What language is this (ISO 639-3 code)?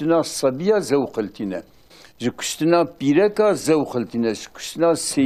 kur